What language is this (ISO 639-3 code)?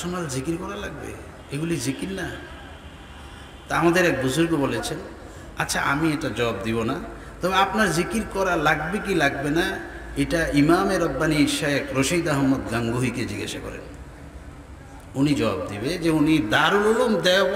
ben